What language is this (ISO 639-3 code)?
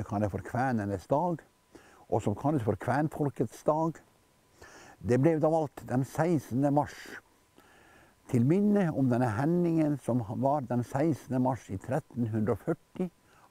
nor